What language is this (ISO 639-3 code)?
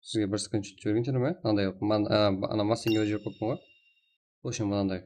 kaa